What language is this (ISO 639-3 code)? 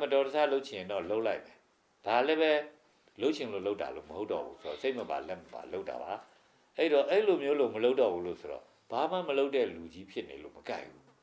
mya